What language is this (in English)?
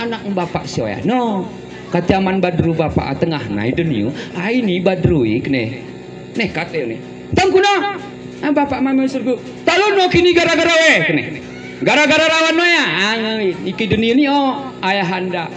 Gayo